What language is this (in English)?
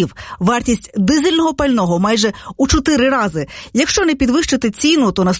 Ukrainian